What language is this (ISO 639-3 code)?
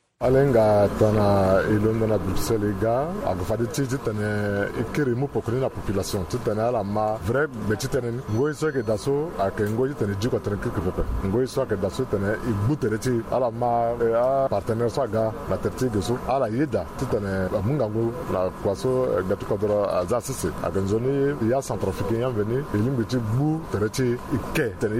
sag